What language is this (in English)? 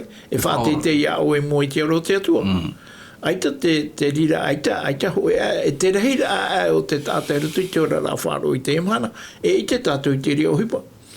Tahitian